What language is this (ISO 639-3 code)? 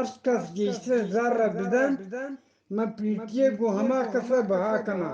bgp